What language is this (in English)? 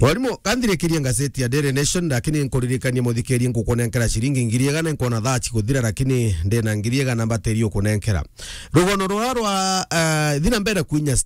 Meru